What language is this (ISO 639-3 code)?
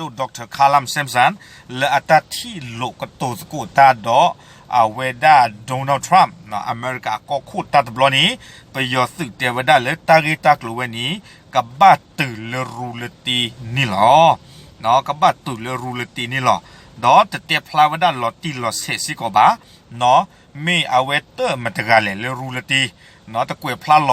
ksw